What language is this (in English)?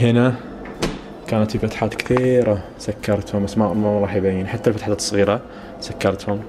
Najdi Arabic